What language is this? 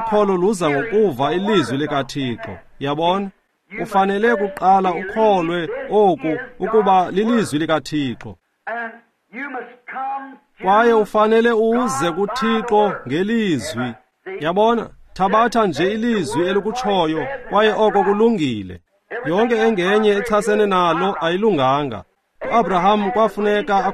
Xhosa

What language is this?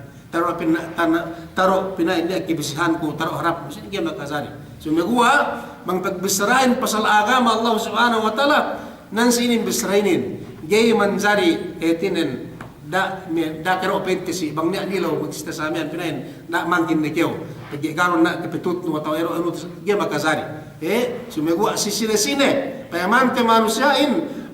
Yakan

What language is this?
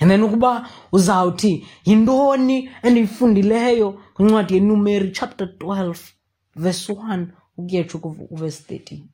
Xhosa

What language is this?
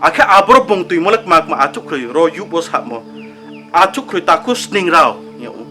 Riang (India)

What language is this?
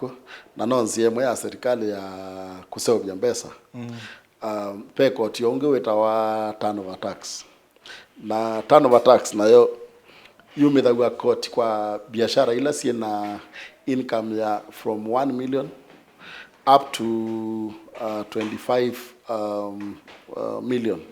Kamba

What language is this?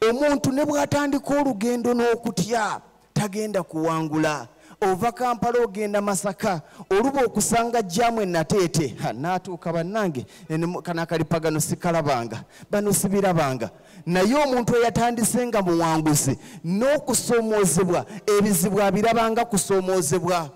Ganda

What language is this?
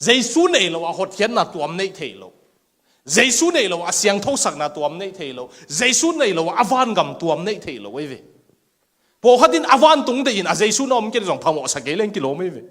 Tedim Chin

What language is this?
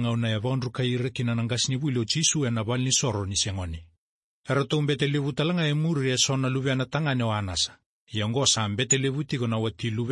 Fijian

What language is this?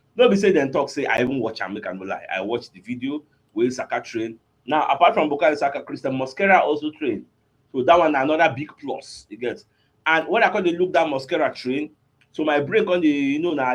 Nigerian Pidgin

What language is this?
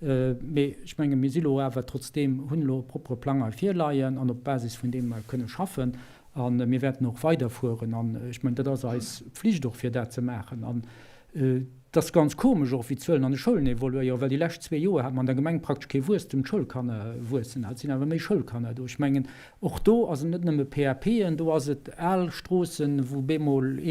Luxembourgish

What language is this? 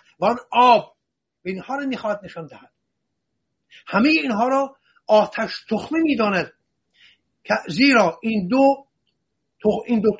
Persian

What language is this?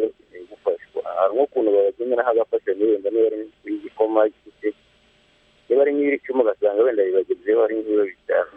Kinyarwanda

